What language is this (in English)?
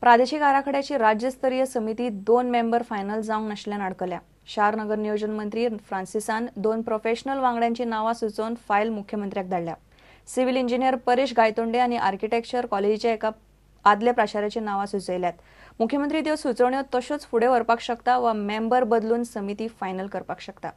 Konkani